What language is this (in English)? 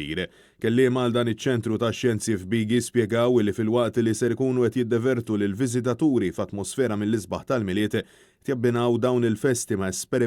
Maltese